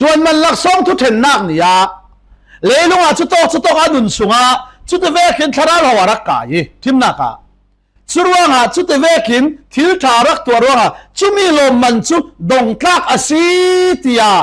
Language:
Falam Chin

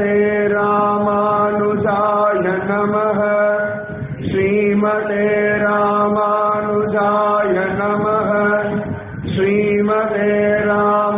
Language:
Tamil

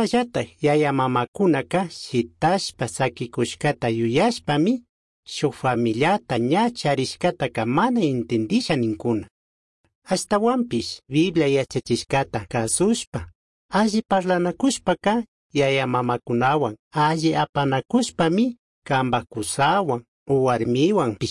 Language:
Chimborazo Highland Quichua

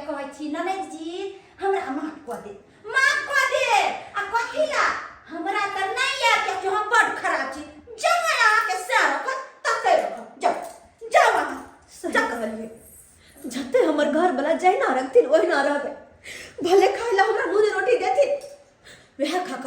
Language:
Maithili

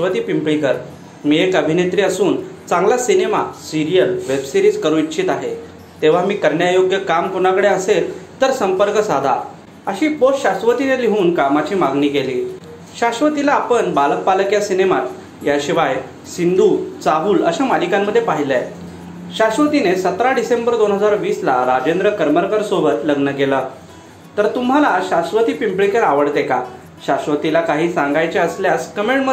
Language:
Marathi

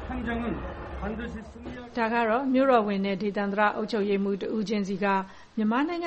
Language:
Burmese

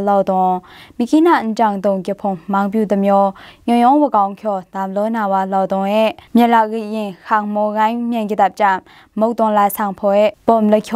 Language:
Maru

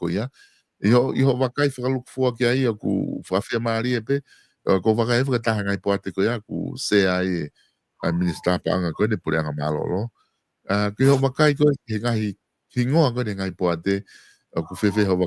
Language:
Tongan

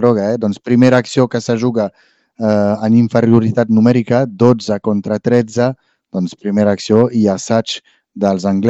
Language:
Catalan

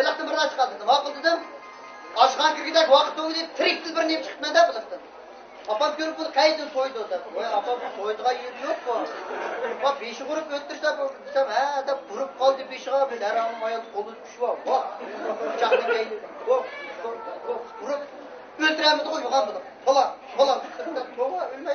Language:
Uyghur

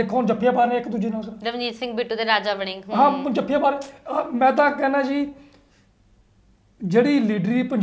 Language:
Punjabi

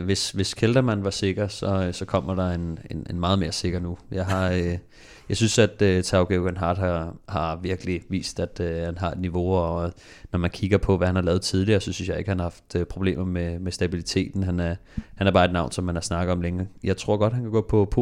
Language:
Danish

